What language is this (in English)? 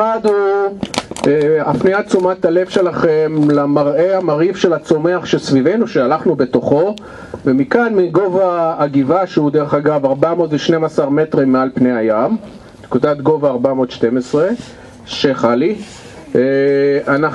Hebrew